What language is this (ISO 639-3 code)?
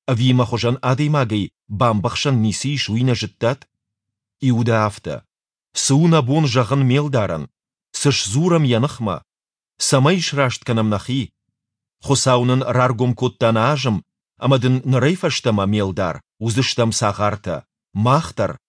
oss